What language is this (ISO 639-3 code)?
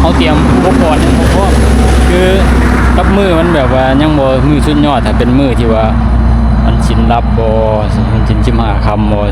lao